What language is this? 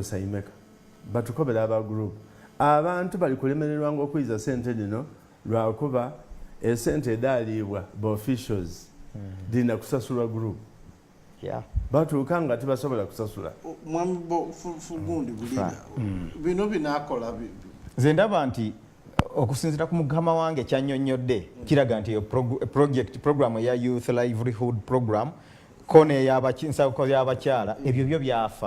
Soga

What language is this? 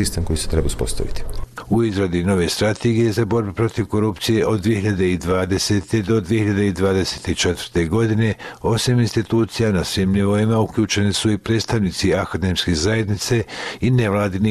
Bosnian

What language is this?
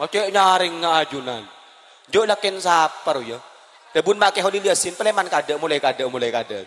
Madurese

